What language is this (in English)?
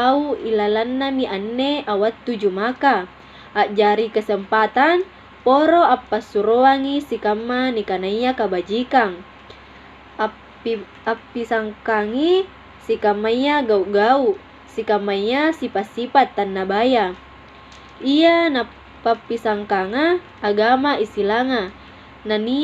Makasar